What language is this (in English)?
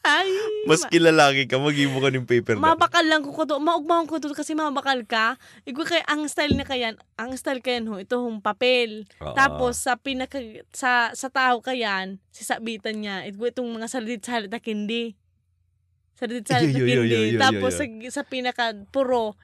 Bikol